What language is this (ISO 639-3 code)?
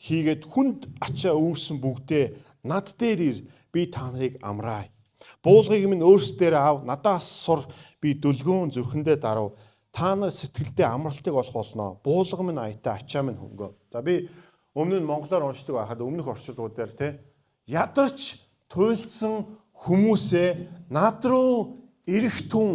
mon